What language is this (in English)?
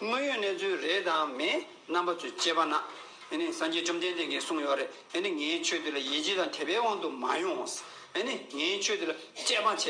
Tibetan